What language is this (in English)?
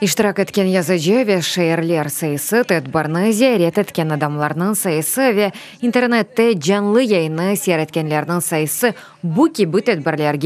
Crimean Tatar